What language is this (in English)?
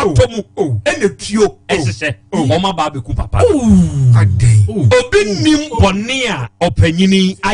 Akan